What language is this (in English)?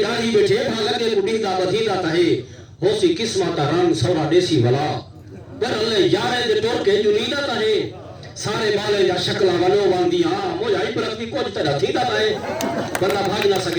Saraiki